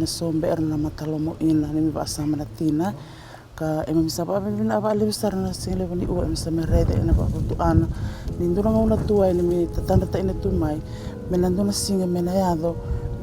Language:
Fijian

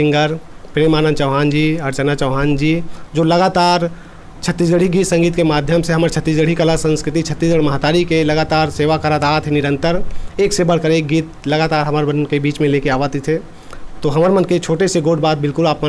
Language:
Chhattisgarhi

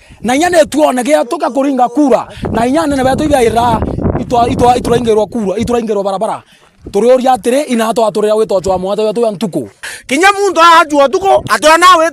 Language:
Meru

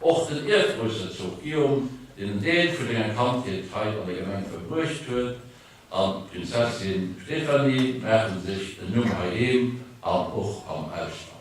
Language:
Luxembourgish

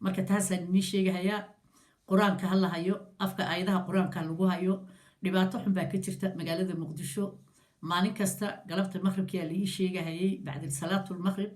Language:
Somali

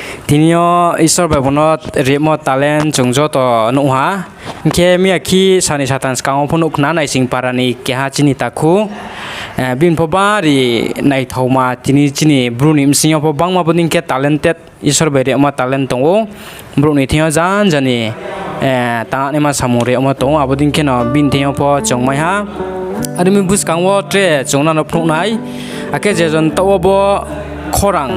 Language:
Riang (India)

